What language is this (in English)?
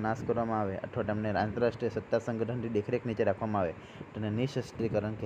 Gujarati